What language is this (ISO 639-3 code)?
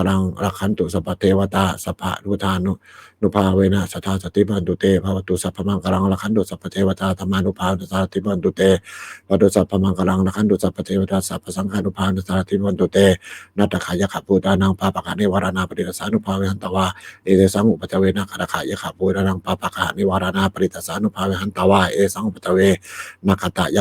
pli